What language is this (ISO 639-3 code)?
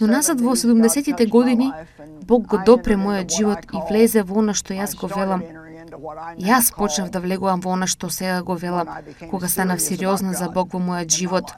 mkd